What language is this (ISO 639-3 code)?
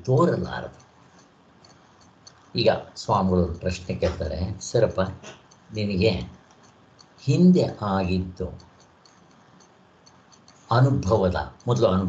kan